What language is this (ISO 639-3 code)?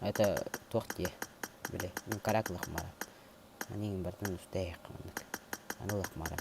sah